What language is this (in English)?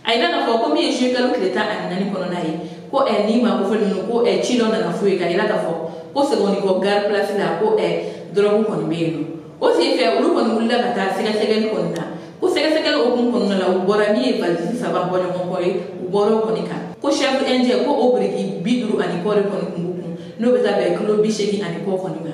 Bambara